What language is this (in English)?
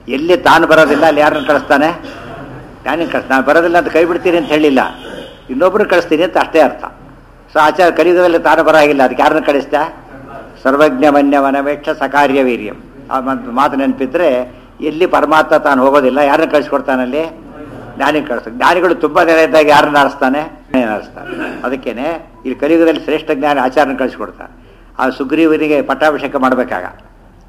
Kannada